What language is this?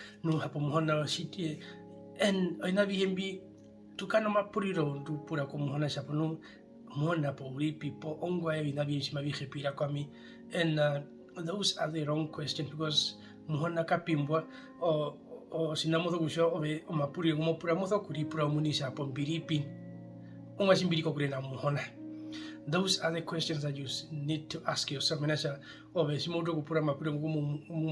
Herero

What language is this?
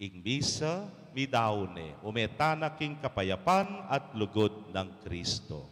Pampanga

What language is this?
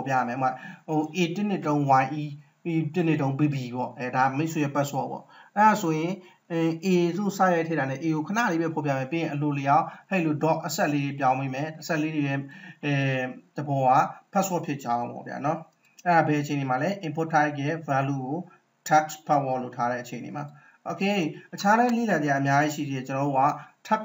Burmese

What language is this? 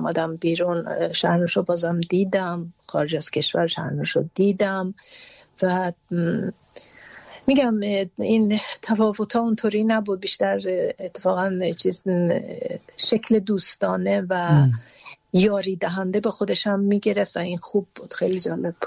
Persian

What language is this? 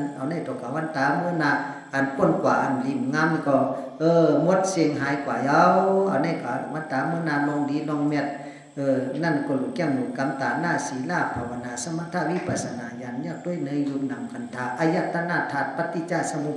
Shan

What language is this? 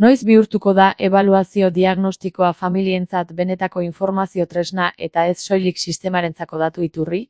Basque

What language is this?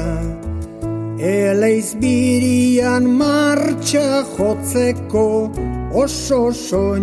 Basque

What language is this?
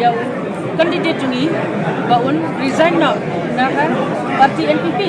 Khasi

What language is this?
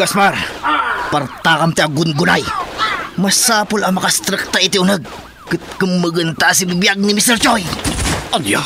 Iloko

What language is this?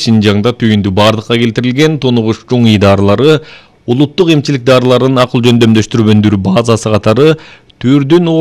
Kyrgyz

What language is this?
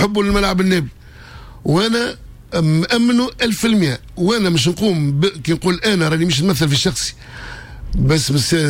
Tunisian Arabic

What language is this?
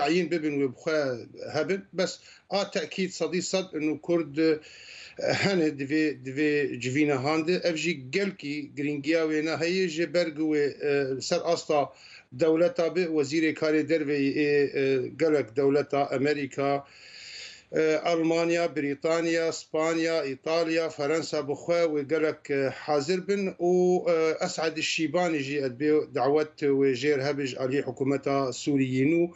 Kurdish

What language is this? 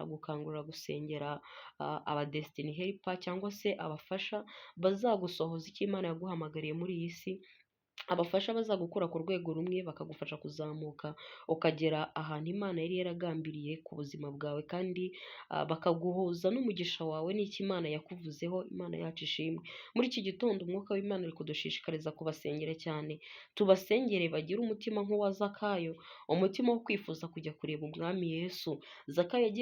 Kinyarwanda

